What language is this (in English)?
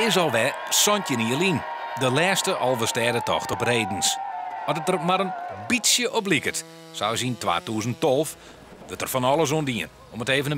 Western Frisian